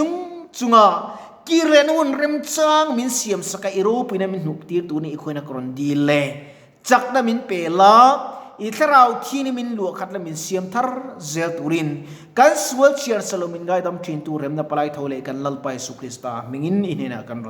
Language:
Mizo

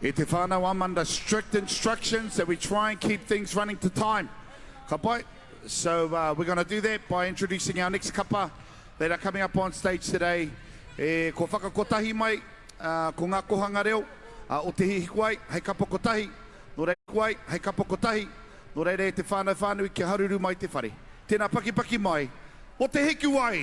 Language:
Māori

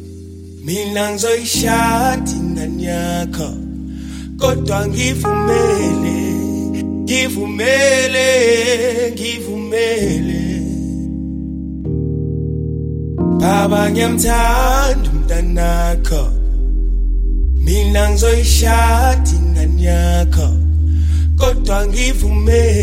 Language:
Zulu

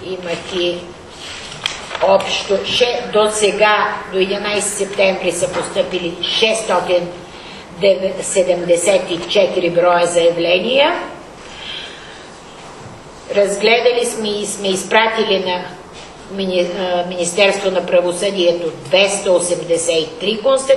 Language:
Bulgarian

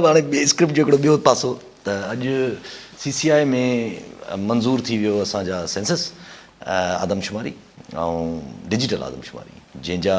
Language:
Sindhi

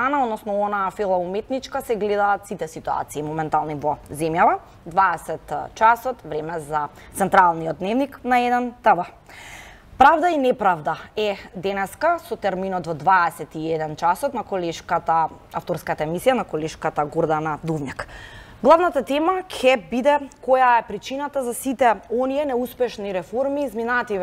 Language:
Macedonian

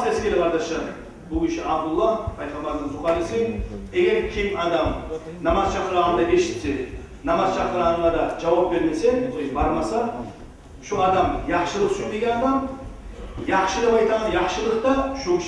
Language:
Kumyk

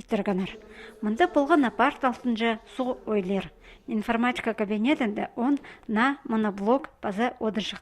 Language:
Khakas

